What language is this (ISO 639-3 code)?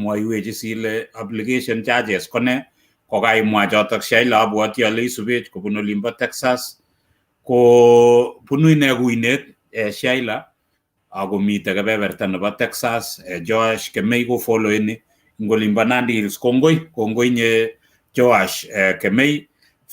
kln